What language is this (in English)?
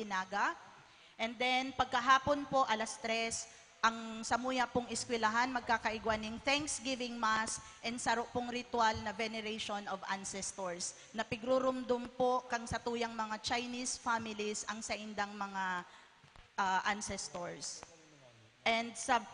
Bikol